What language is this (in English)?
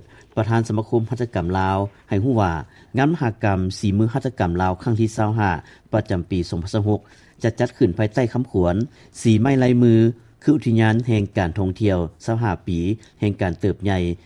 Lao